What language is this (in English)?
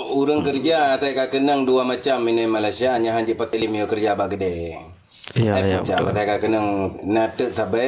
Achinese